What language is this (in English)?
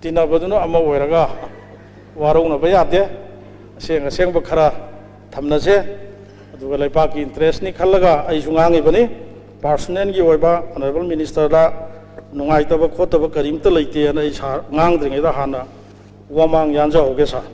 Manipuri